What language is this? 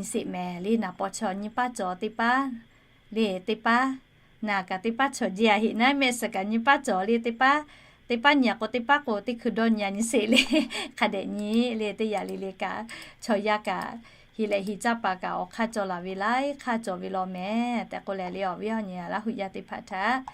Lahu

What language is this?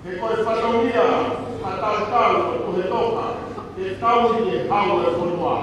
Tongan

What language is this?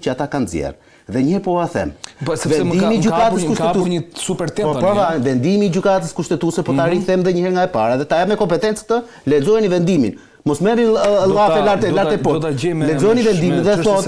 Albanian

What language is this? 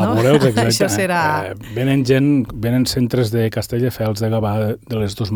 Catalan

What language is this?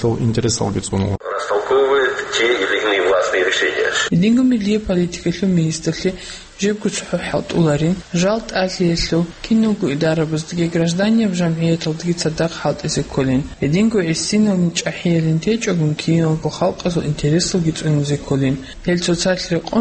Avaric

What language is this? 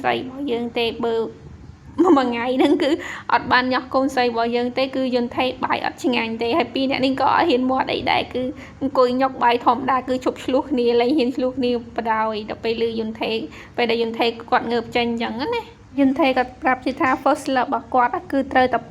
Khmer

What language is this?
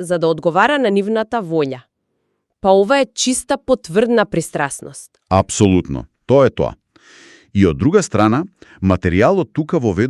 Macedonian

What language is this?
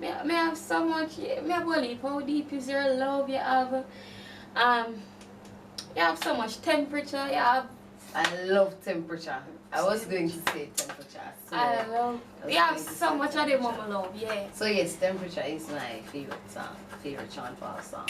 Jamaican Creole English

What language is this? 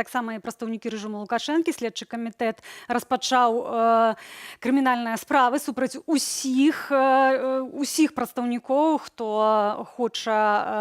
Belarusian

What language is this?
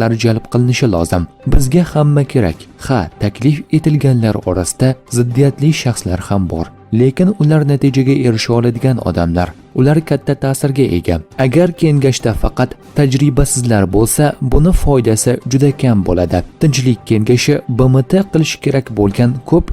Uzbek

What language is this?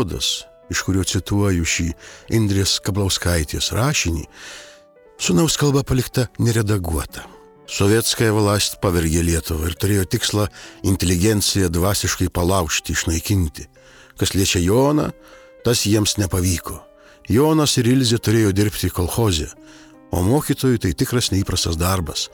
Lithuanian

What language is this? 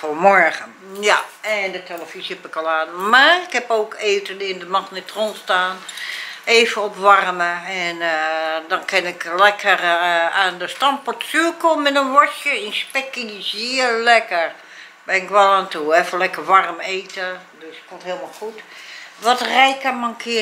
Dutch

